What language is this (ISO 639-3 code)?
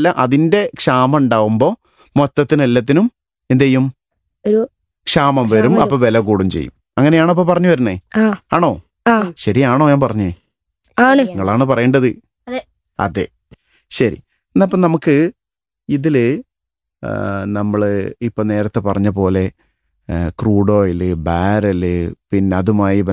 mal